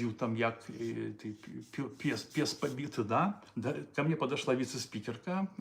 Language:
Belarusian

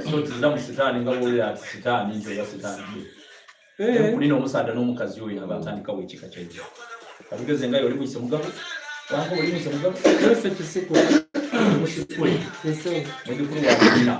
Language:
Soga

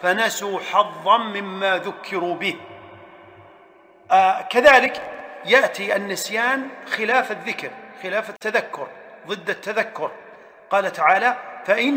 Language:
Arabic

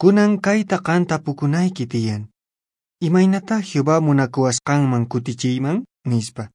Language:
Quechua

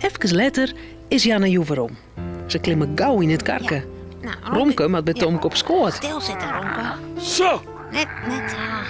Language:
Western Frisian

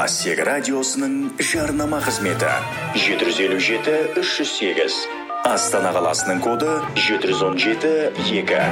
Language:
Kazakh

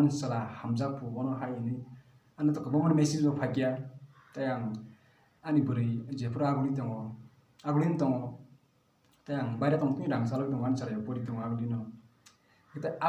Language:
Kok Borok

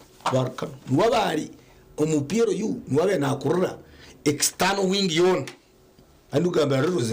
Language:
Nyankole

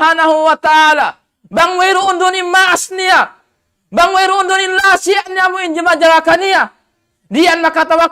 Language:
Tausug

